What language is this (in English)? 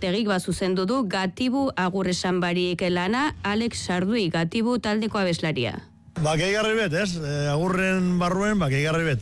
Basque